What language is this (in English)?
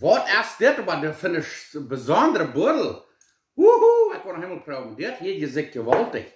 Plautdietsch